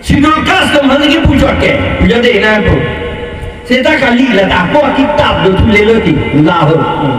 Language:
Karbi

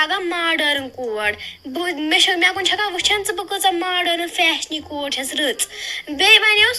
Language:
Kashmiri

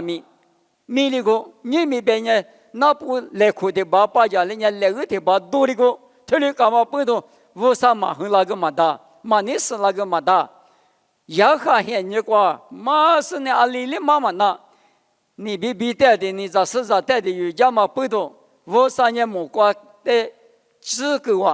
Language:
Lisu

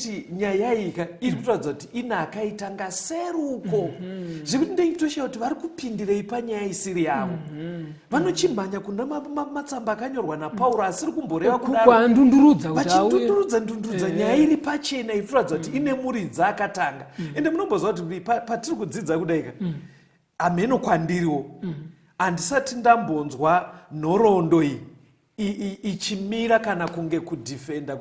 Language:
Shona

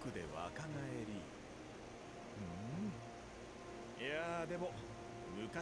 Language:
Japanese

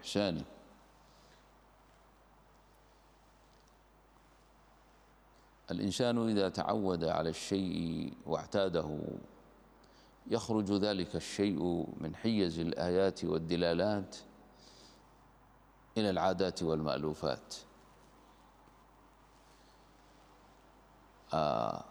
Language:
Arabic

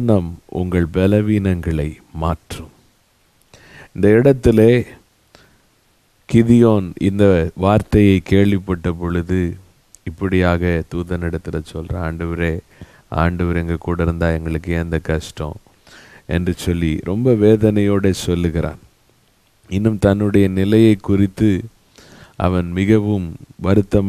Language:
Tamil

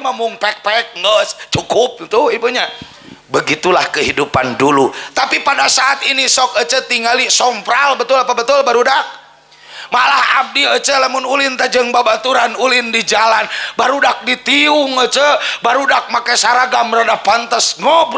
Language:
Sundanese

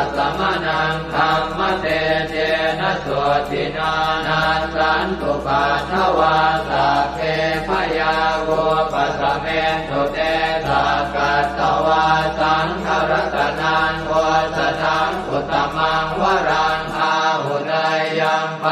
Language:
Pali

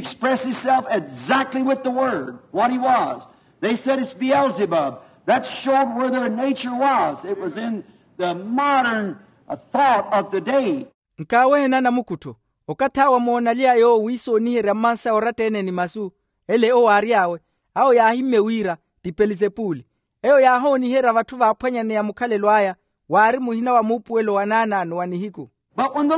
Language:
Makhuwa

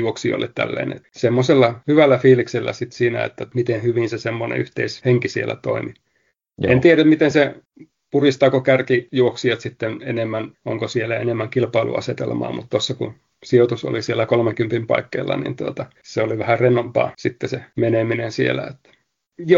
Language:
Finnish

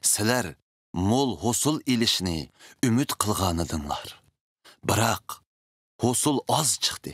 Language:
Uyghur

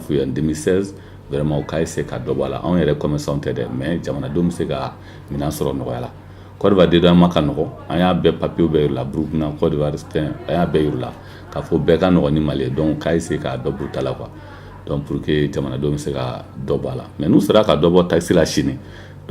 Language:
Bambara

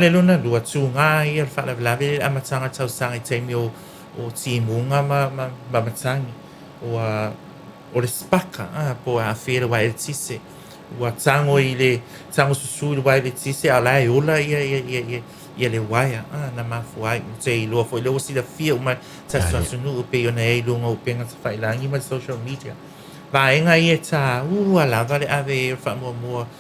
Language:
Samoan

